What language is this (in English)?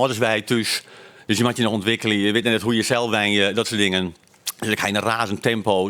Western Frisian